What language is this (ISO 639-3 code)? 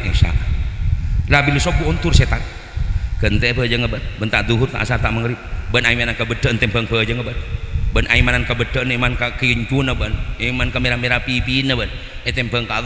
mad